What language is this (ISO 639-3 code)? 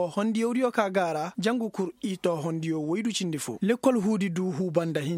ses